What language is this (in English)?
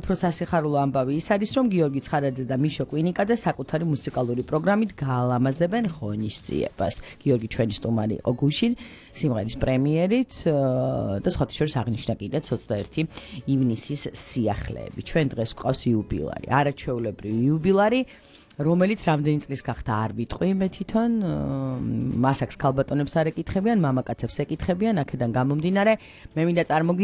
Georgian